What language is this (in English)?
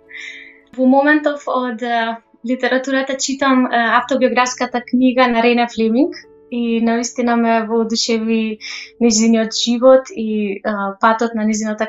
Macedonian